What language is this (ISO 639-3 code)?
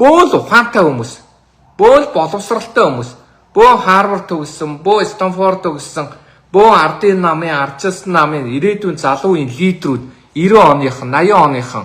mon